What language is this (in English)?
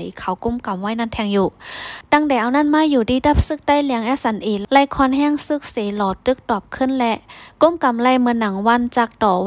Shan